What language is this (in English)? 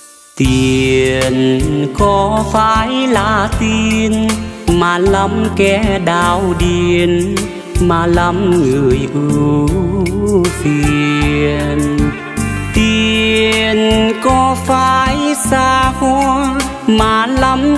Vietnamese